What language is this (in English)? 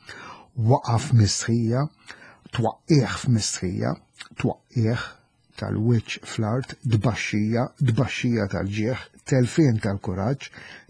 Maltese